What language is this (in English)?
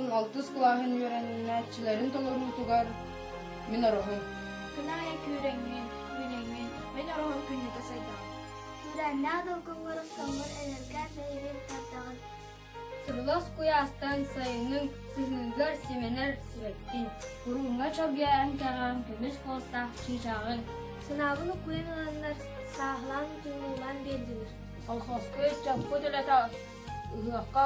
Yakut